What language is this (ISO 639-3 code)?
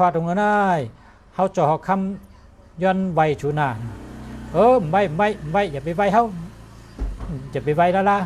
shn